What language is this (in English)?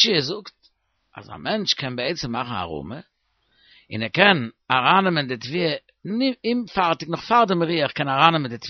Yiddish